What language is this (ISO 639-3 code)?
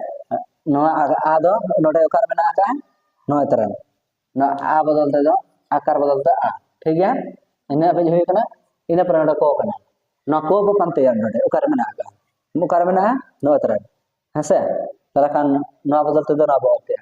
sat